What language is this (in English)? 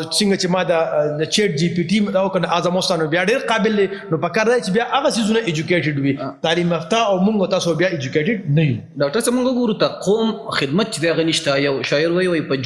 Pashto